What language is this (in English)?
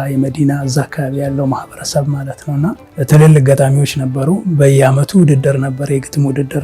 Amharic